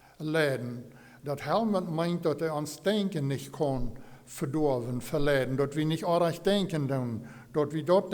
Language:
Plautdietsch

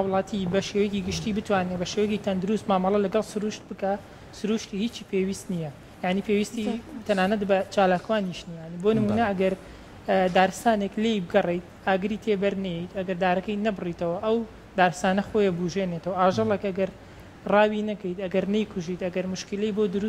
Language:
Central Kurdish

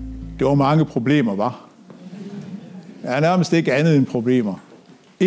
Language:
Danish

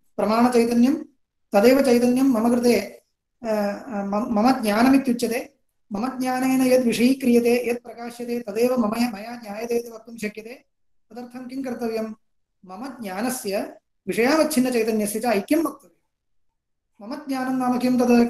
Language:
Sanskrit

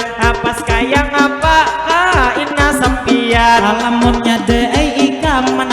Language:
Banjar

